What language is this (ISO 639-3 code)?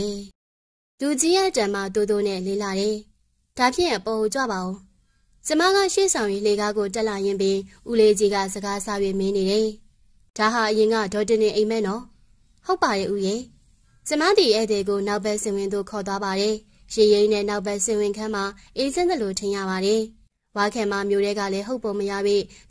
mya